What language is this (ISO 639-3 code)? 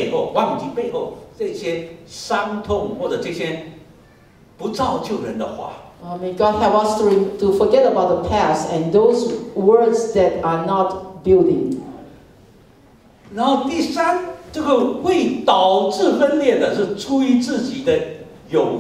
zho